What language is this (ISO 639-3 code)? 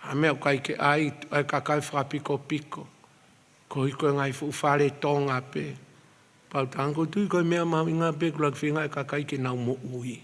ton